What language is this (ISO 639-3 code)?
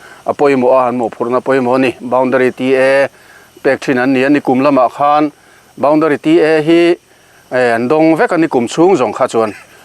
lus